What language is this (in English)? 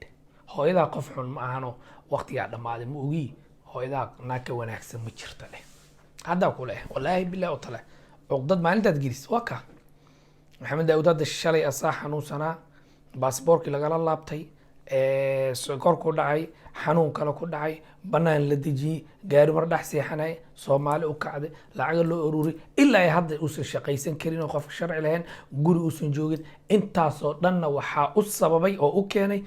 Somali